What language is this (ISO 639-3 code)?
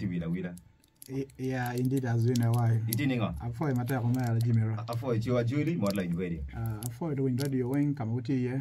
ach